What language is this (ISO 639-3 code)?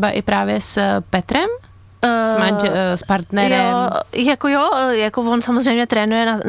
ces